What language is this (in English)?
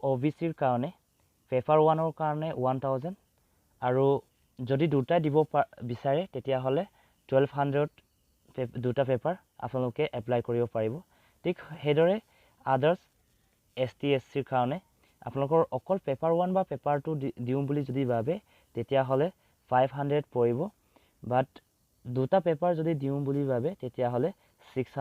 Assamese